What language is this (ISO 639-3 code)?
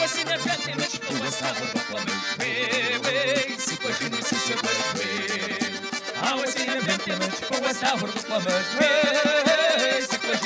kbd